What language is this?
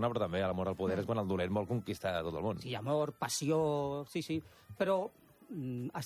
Catalan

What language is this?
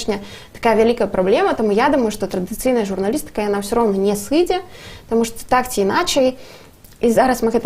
Belarusian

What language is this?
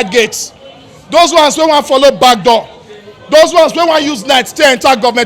Nigerian Pidgin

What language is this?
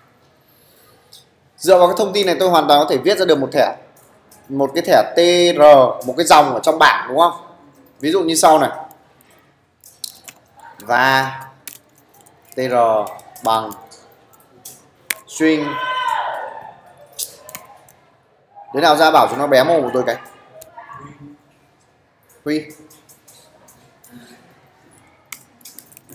Vietnamese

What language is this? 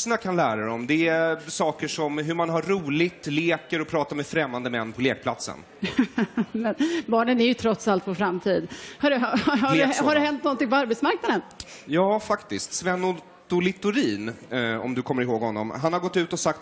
Swedish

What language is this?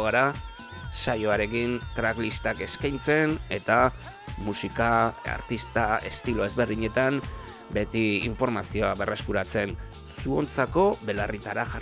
Basque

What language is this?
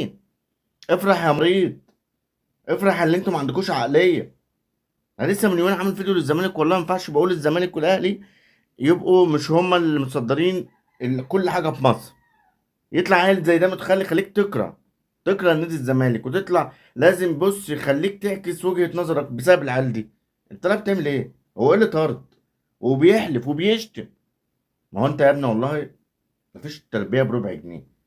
Egyptian Arabic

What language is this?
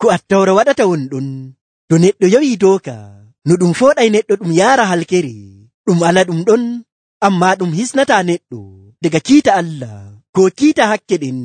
Nigerian Fulfulde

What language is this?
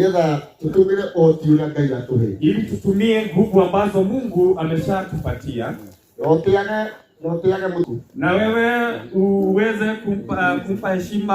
Kikuyu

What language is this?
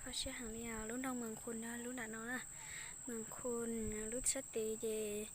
Hmong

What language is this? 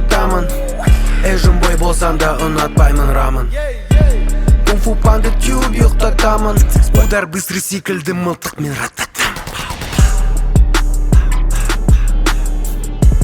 Kazakh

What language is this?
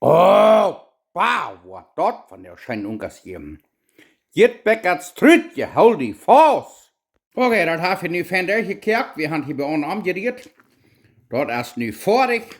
Plautdietsch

